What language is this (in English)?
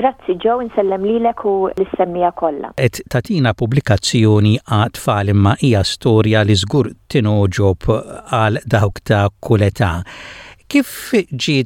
Maltese